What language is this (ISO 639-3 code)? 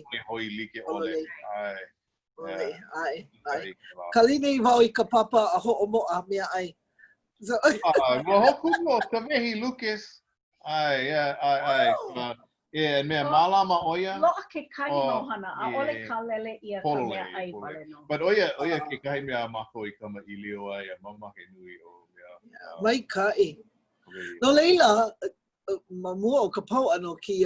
haw